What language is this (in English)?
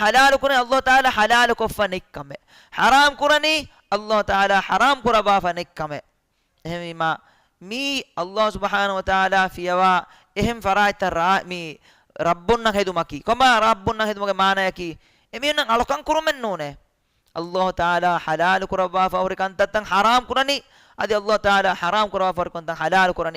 Divehi